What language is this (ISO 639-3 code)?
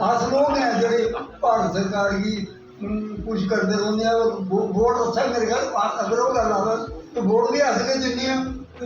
doi